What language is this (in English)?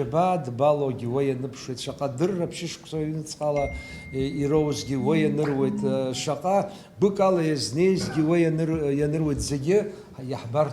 Abkhazian